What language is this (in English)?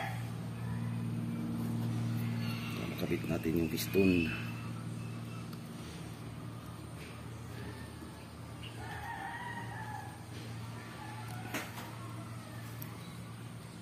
Filipino